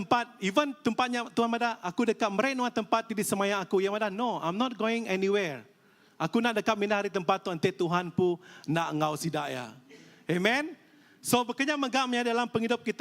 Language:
Iban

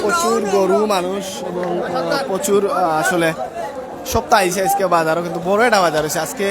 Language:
Sylheti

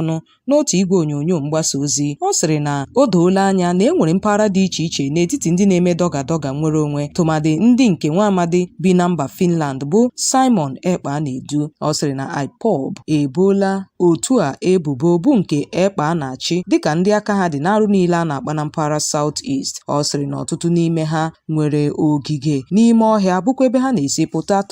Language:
Igbo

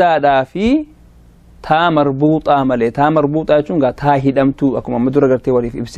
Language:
Oromo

